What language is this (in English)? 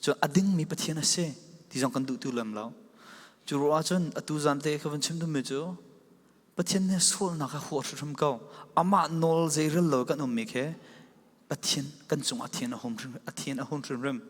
Falam Chin